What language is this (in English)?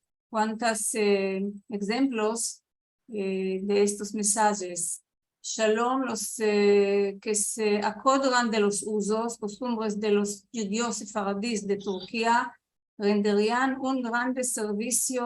Ladino